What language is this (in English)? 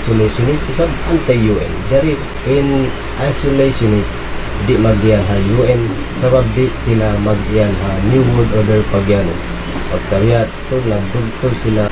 Tausug